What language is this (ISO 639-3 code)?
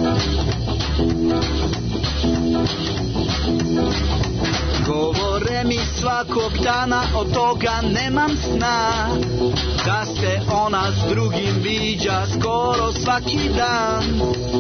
srp